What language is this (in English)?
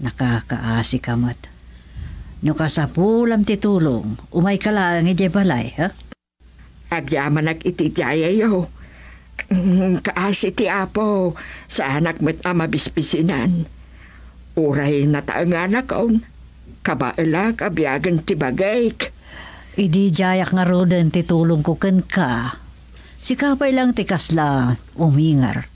Iloko